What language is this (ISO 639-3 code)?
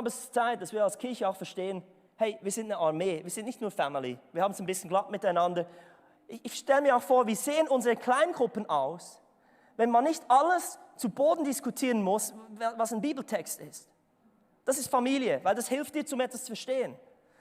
gsw